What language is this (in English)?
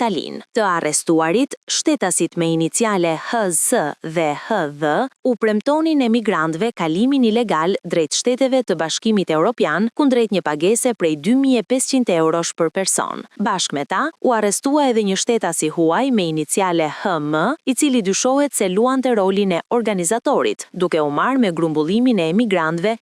Albanian